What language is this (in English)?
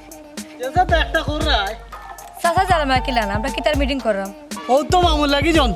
Sylheti